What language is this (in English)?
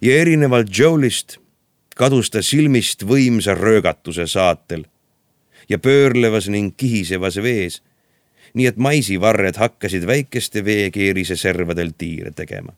Estonian